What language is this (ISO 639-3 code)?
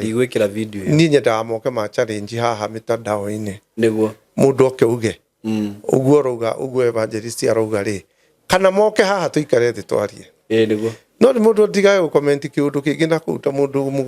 kik